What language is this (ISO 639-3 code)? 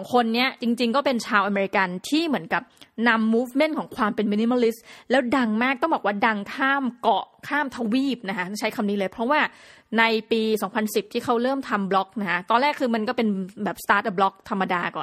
tha